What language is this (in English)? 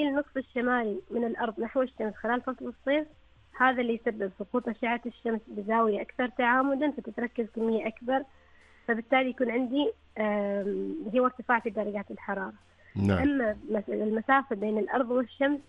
Arabic